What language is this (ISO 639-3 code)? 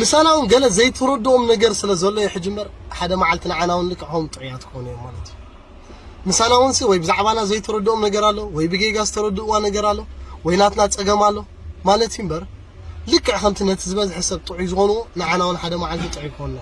tir